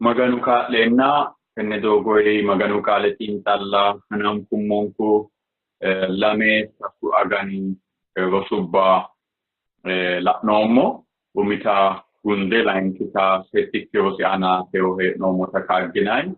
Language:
Sidamo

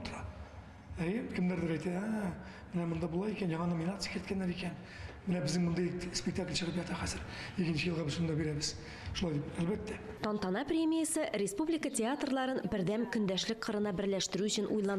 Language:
Tatar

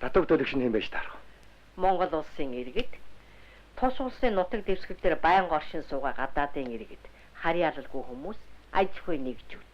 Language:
Mongolian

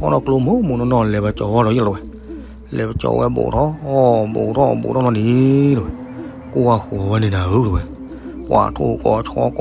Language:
S'gaw Karen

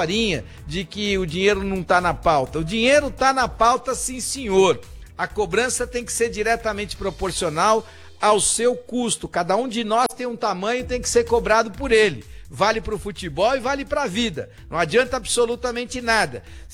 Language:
Portuguese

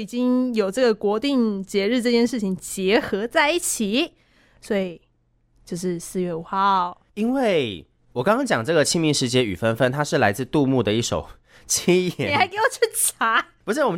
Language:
Chinese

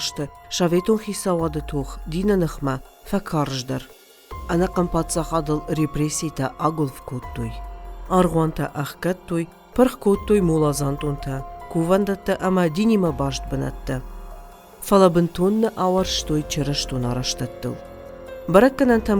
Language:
Ossetic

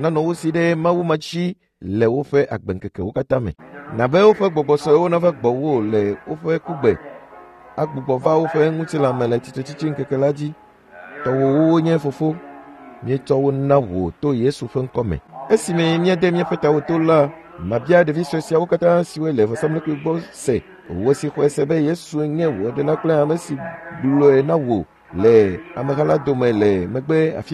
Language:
Ewe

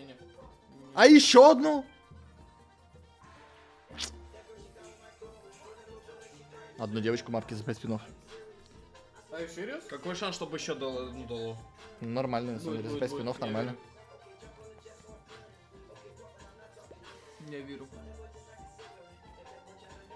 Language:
Russian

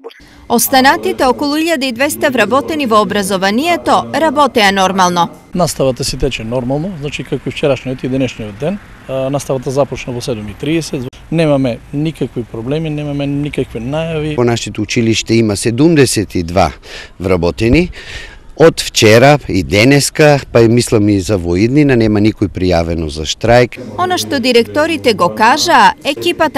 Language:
Macedonian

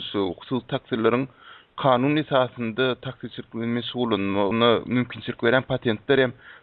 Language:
Turkmen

